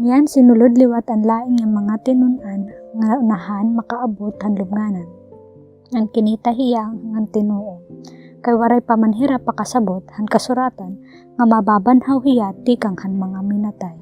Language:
Waray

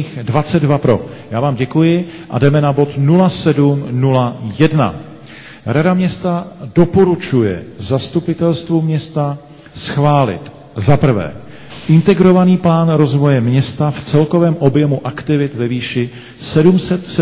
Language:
Czech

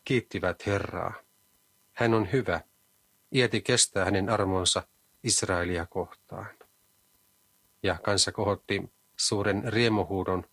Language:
Finnish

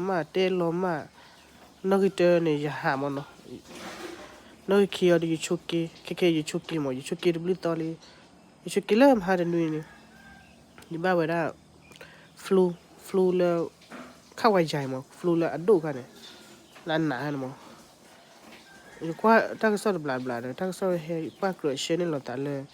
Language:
S'gaw Karen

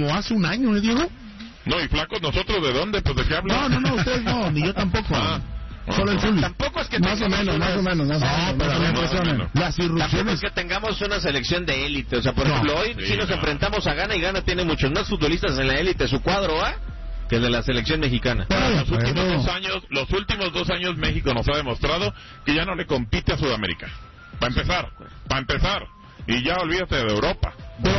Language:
Spanish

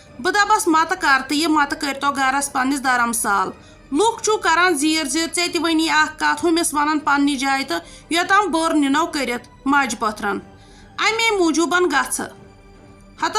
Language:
Kashmiri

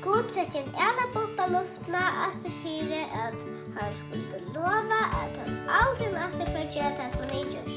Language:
Faroese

